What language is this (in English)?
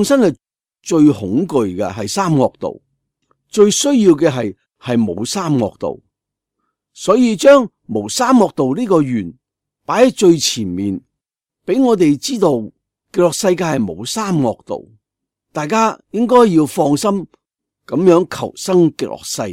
Cantonese